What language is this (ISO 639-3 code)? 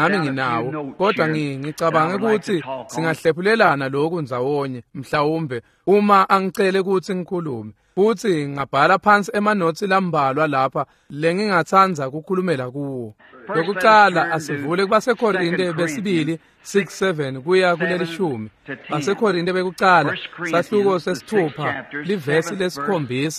ssw